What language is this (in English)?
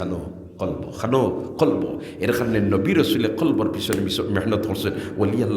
Sylheti